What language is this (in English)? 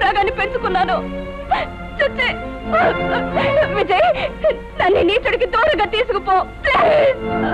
Telugu